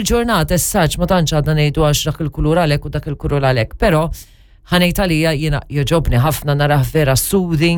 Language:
Maltese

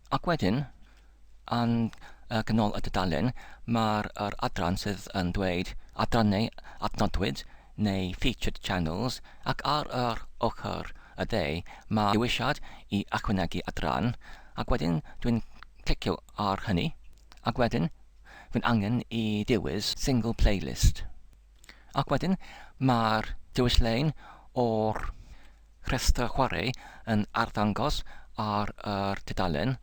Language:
Welsh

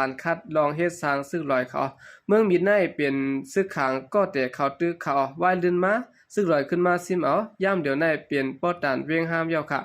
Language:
Shan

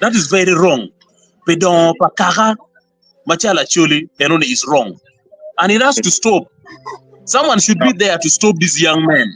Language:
Acoli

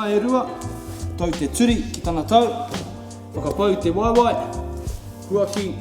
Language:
Māori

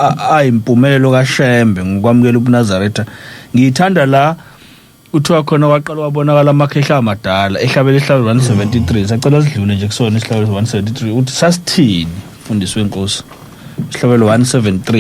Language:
Zulu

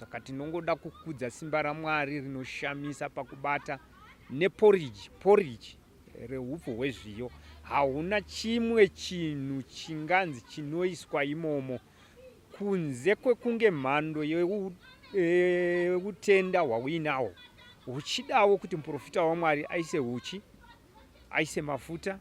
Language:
Shona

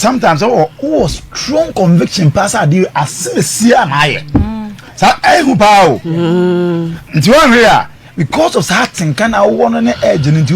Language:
Akan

